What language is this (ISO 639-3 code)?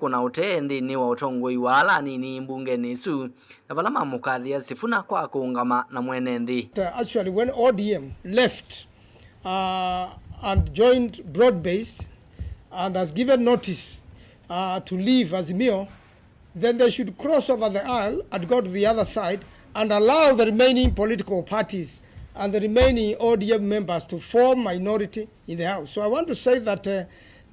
kam